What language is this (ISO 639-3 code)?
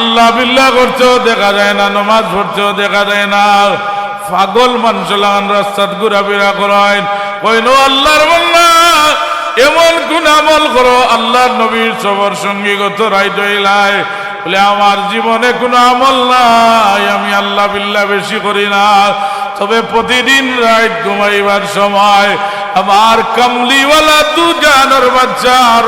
syl